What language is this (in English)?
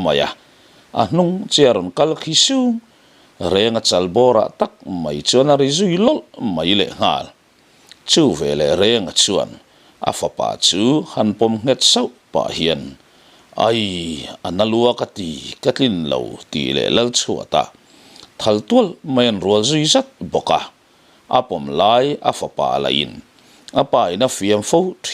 Mizo